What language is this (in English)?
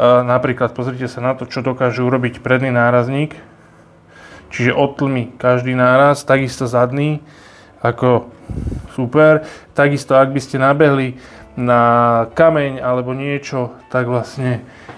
Slovak